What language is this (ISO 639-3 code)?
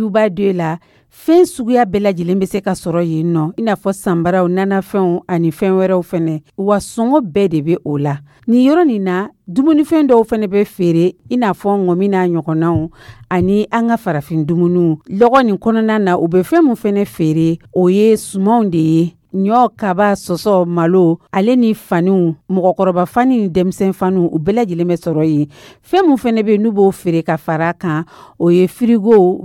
dyu